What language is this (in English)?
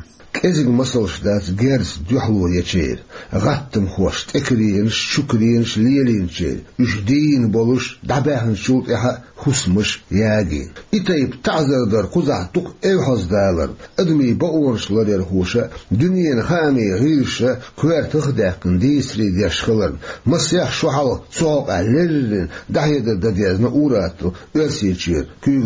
Chechen